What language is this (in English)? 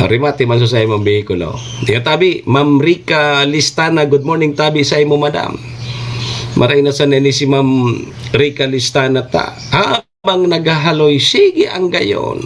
Bikol